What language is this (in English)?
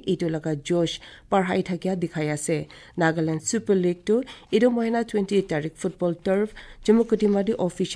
Assamese